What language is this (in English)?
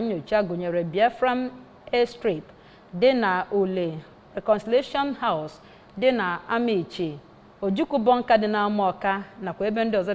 Igbo